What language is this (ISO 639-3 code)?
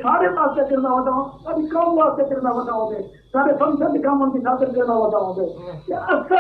skr